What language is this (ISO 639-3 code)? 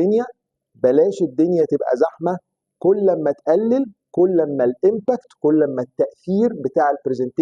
arz